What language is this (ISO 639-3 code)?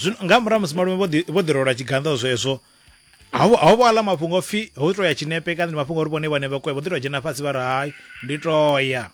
ven